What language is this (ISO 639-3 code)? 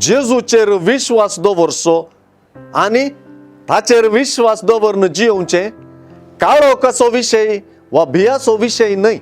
kok